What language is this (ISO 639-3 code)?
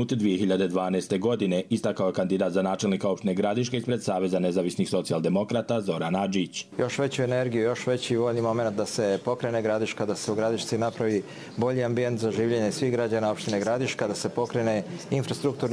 srp